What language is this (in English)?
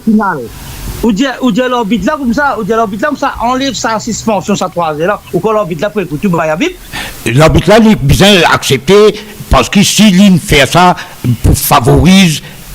Morisyen